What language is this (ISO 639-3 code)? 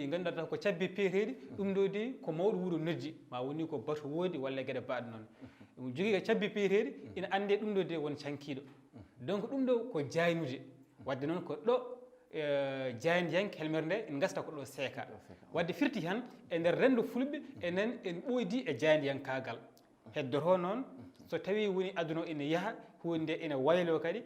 ful